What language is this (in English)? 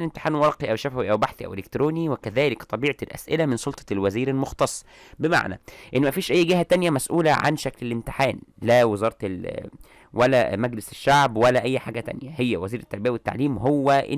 Egyptian Arabic